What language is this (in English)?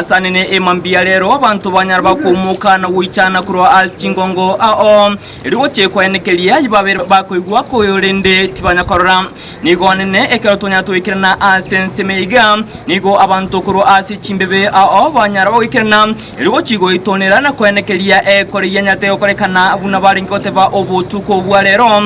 Gusii